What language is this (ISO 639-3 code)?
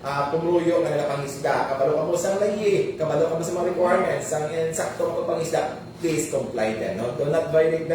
hil